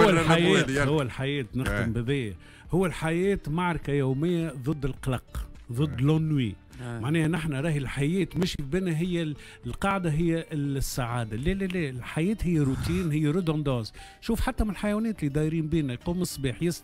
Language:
Tunisian Arabic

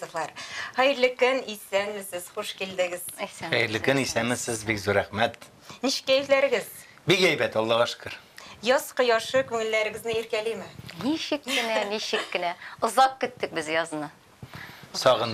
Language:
Tatar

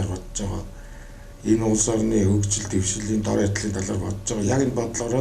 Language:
Mongolian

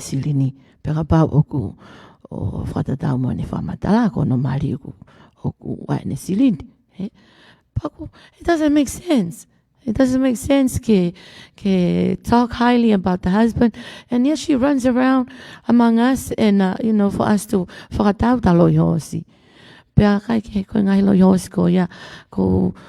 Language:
Tongan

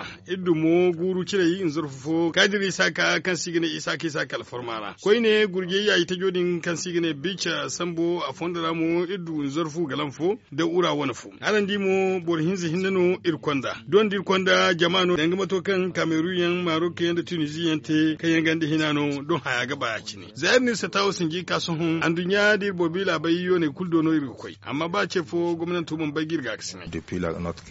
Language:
Zarma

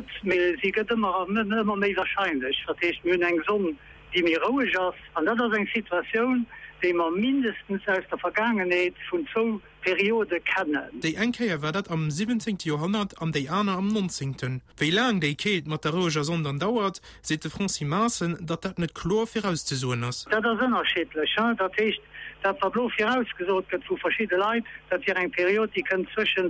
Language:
Luxembourgish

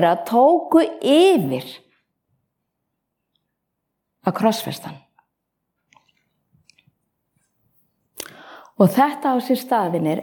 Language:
Icelandic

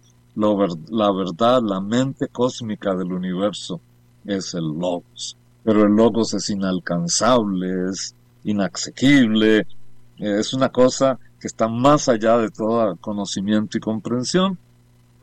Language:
Spanish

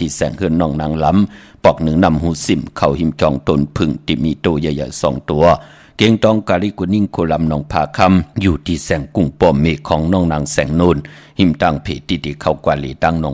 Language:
Shan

